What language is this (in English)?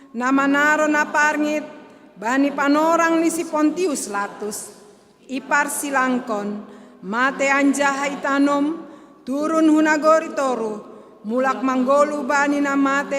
Batak Simalungun